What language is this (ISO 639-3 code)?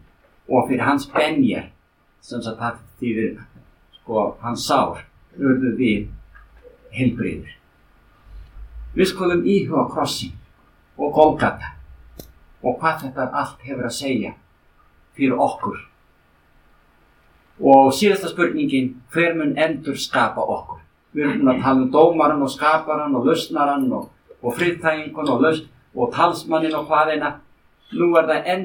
isl